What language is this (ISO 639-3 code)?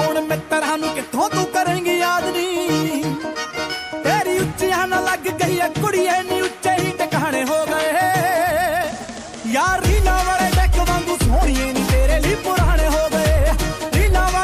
pan